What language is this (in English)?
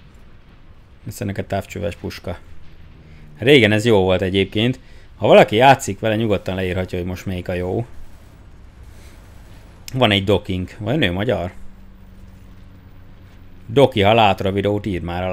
Hungarian